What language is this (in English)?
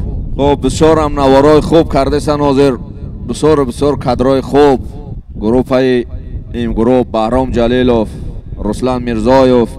Tajik